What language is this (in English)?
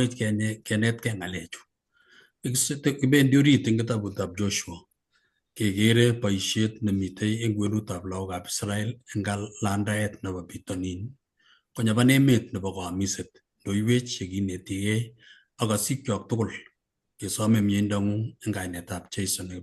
Kalenjin